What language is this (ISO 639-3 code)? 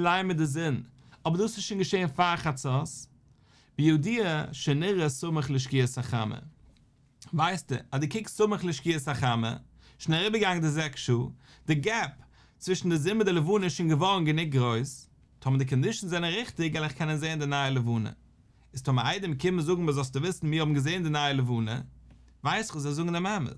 yid